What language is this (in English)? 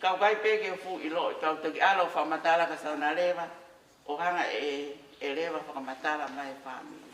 Tongan